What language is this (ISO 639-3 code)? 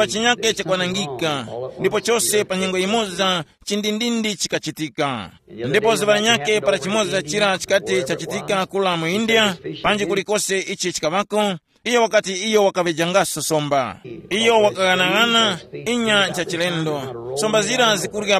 tum